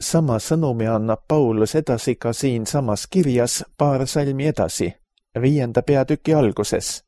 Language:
Estonian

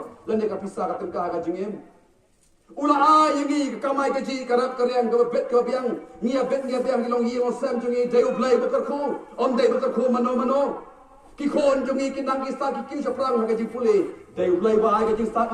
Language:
Khasi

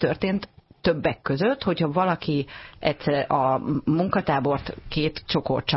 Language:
Hungarian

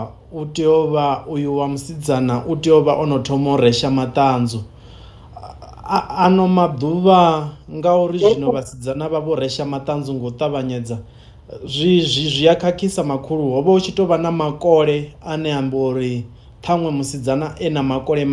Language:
Venda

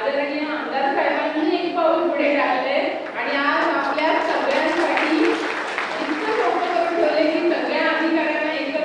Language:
Marathi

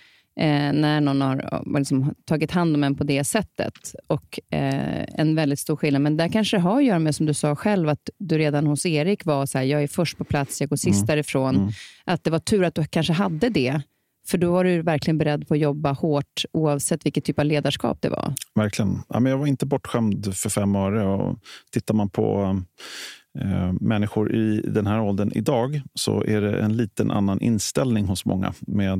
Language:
Swedish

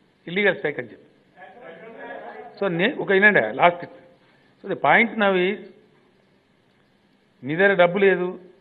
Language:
Telugu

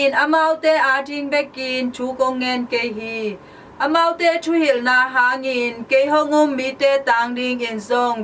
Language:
Tedim Chin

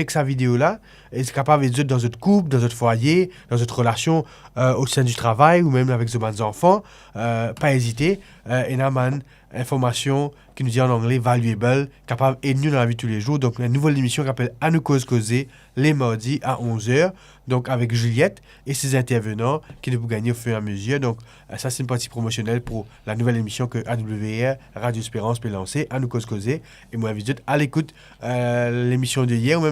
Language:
Morisyen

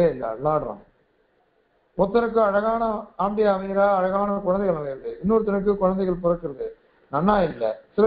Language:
Tamil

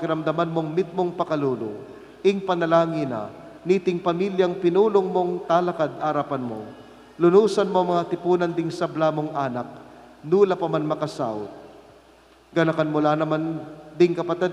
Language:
Pampanga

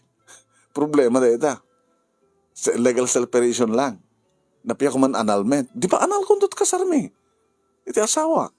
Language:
Iloko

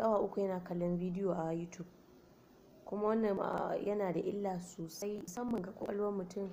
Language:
Hausa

